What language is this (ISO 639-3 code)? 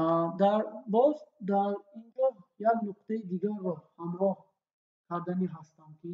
tgk